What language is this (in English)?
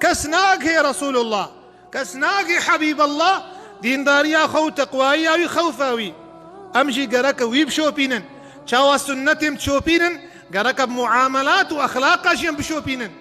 Kurdish